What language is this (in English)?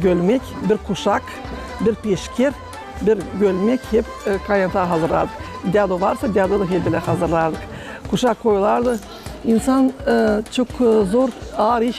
Gagauz